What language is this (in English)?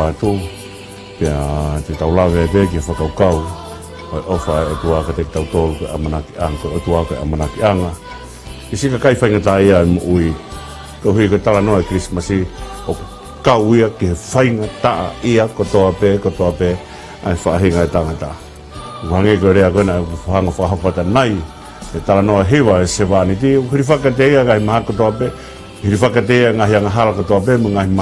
Tongan